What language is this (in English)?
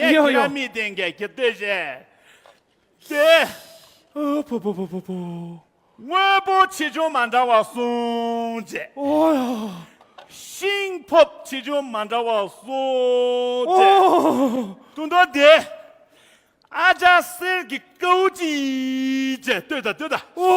Tibetan